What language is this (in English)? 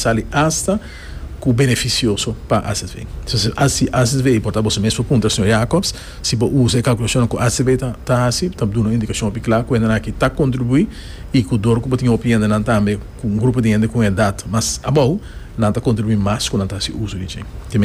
Portuguese